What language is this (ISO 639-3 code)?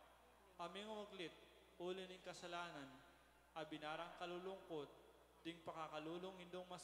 pam